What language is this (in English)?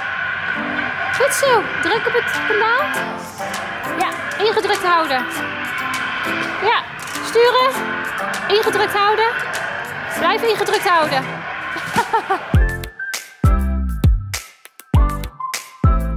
Dutch